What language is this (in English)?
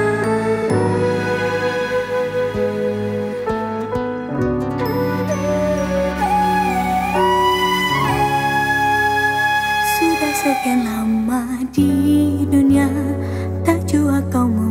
Malay